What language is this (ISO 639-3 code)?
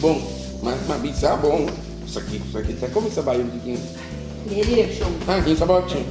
pap